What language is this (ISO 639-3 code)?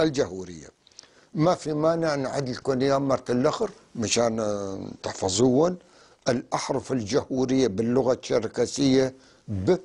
apc